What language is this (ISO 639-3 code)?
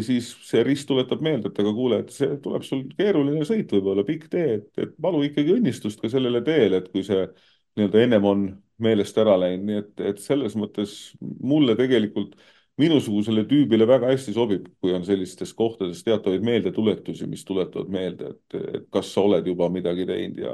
est